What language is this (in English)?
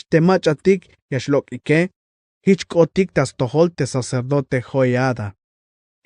Tzeltal